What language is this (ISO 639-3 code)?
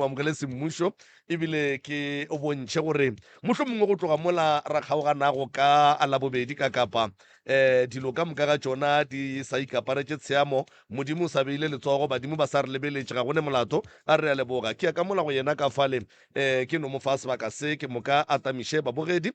nso